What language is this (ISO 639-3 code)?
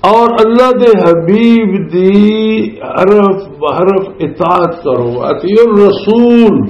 lah